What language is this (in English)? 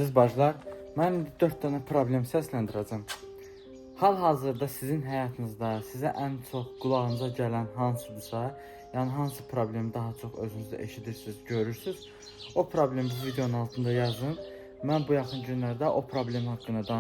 Azerbaijani